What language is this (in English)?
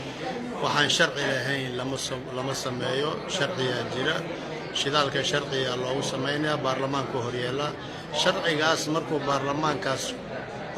Somali